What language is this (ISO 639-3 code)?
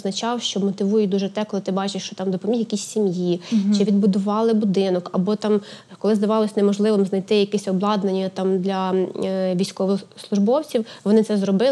ukr